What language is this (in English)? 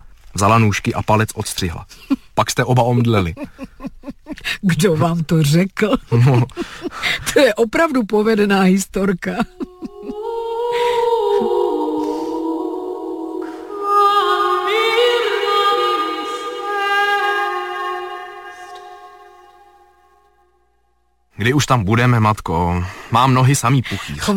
Czech